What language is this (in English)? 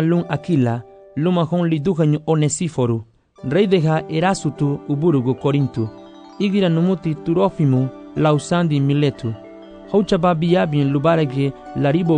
Garifuna